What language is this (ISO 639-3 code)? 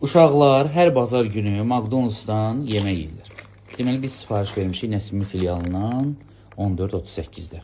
aze